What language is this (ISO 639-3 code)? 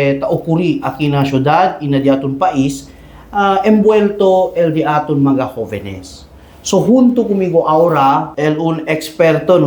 cbk